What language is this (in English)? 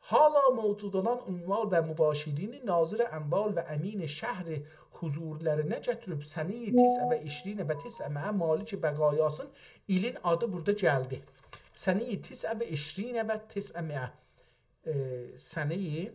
South Azerbaijani